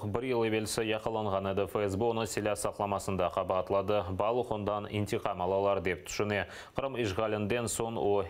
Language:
Crimean Tatar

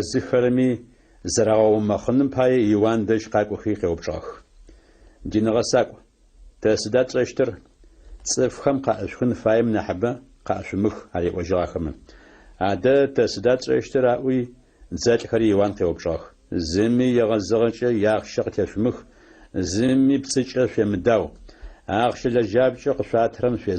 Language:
Adyghe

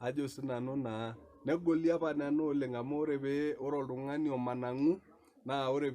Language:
Masai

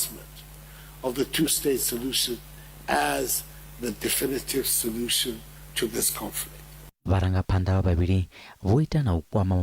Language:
Venda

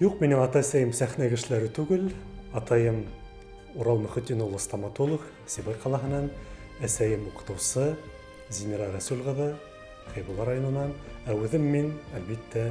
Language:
Bashkir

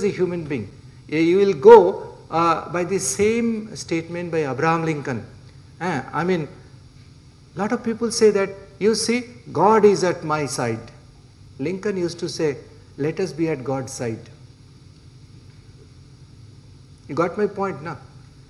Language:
English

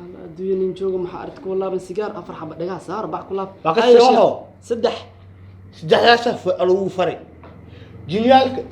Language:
Somali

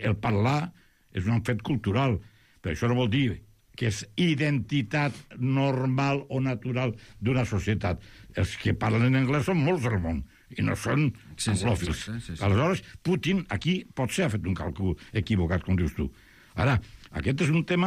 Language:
Catalan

